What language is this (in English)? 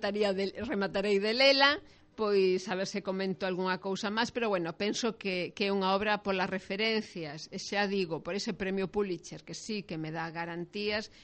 Galician